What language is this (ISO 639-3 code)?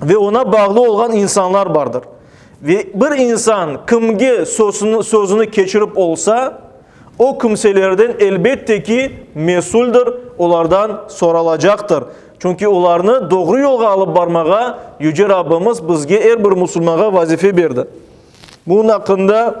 crh